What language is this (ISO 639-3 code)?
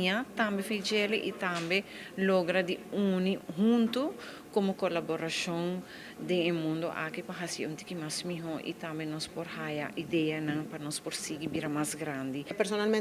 pap